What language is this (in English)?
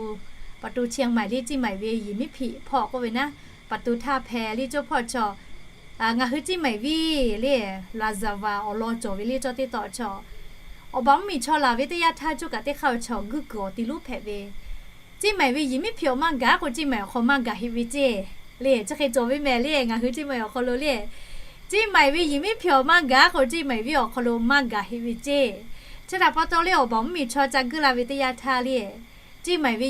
Lahu